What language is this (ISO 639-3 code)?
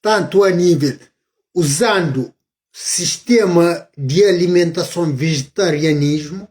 kea